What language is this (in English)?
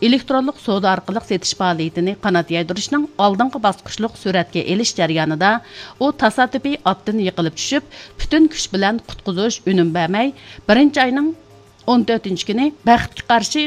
Uyghur